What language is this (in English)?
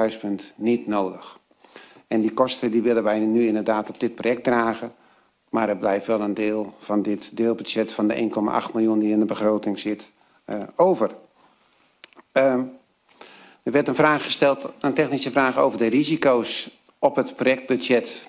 Dutch